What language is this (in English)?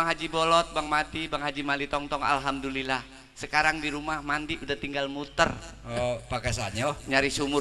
Betawi